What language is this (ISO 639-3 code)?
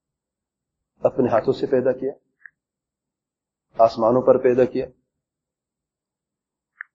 urd